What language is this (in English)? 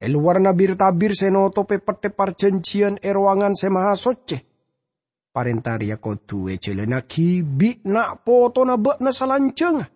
Madurese